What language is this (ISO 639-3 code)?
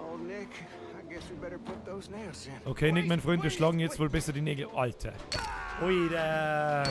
bar